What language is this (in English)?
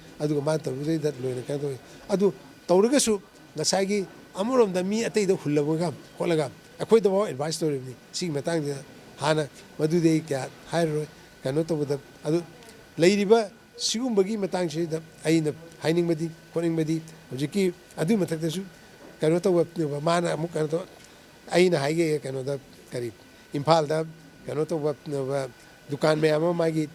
Manipuri